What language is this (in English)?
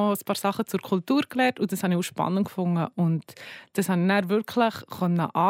German